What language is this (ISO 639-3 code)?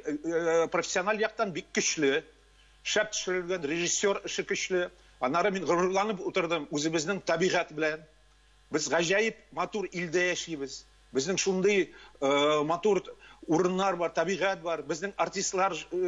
tat